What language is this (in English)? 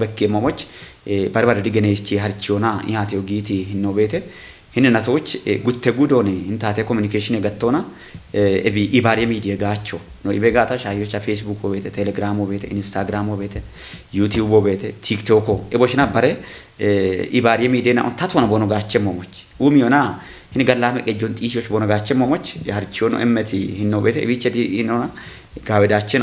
Kafa